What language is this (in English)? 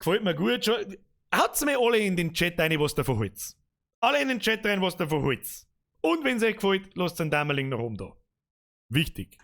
Bavarian